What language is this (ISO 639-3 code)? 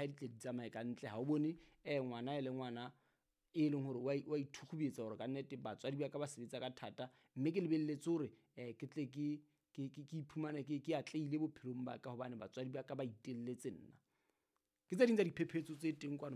sot